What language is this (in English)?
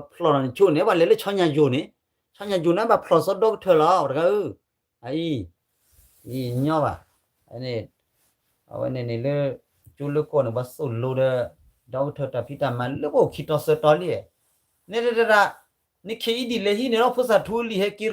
S'gaw Karen